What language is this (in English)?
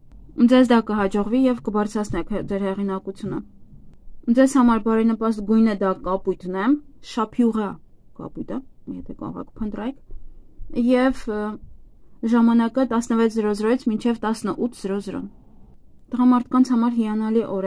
Armenian